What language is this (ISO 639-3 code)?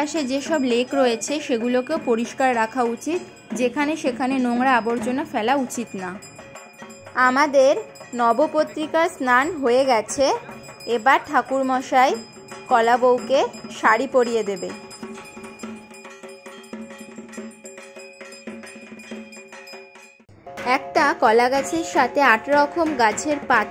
ben